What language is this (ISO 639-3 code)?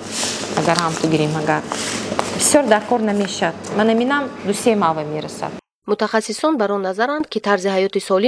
tgk